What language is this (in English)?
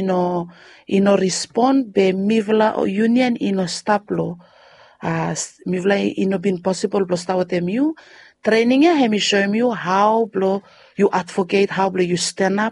Bislama